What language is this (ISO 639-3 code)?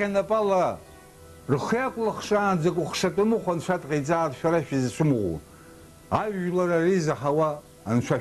abk